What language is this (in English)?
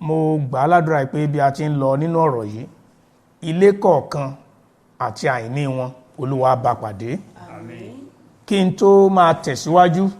Yoruba